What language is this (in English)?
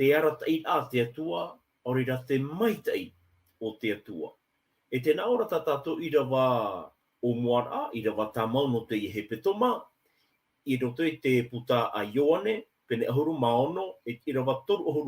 Tahitian